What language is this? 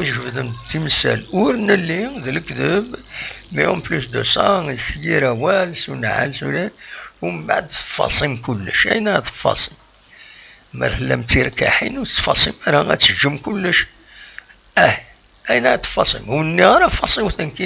Kabyle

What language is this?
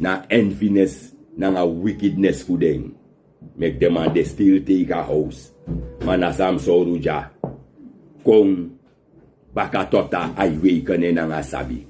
Sranan Tongo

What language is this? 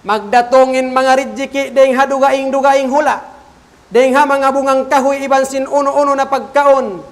Tausug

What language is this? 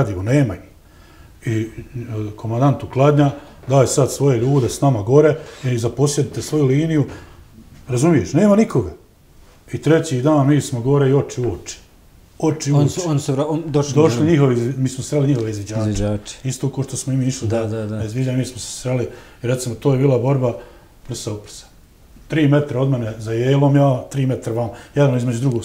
Bosnian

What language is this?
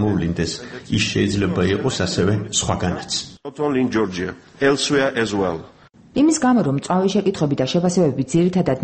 Georgian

